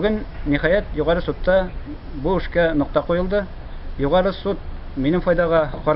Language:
Tatar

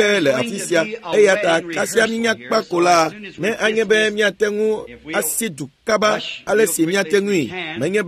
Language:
Ewe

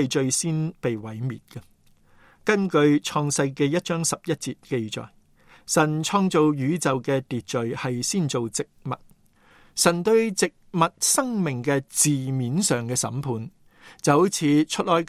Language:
Cantonese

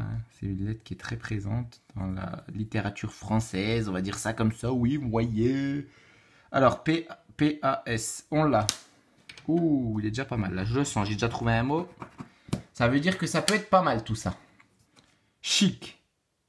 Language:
French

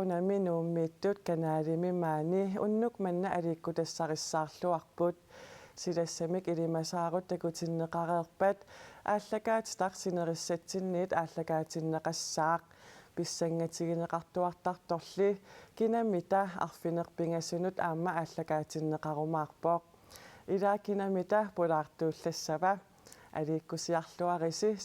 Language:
Kalaallisut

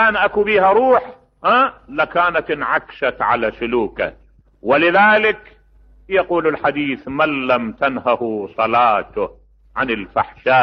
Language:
Mesopotamian Arabic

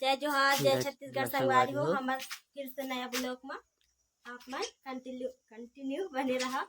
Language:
Chhattisgarhi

